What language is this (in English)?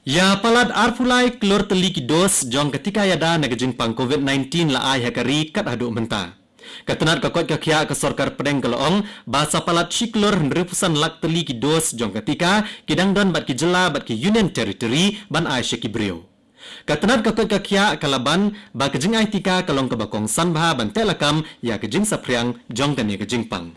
Khasi